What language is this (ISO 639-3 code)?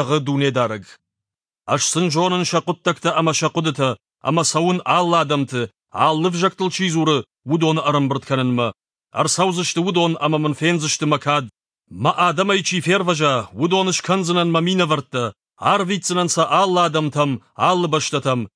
oss